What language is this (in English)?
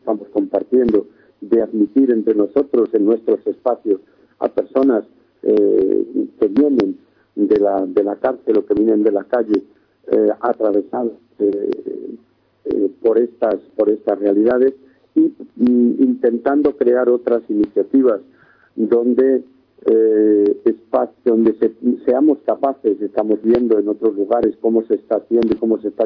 Spanish